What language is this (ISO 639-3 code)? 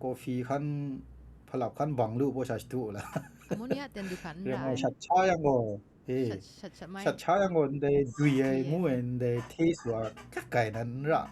kac